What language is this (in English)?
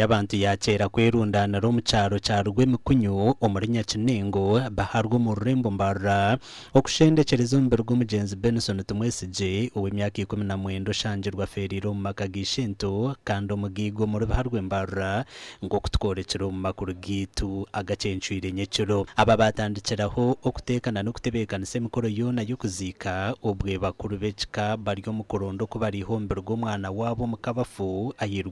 Nyankole